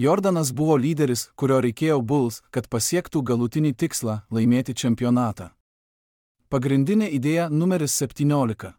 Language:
Lithuanian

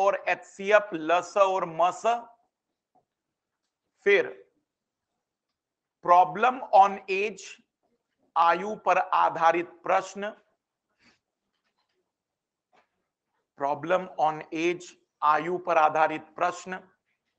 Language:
Hindi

